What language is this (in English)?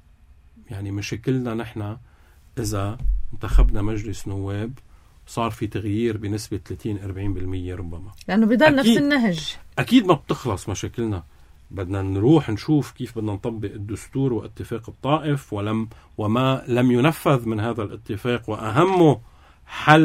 North Levantine Arabic